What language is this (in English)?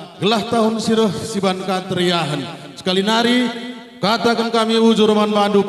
Batak Karo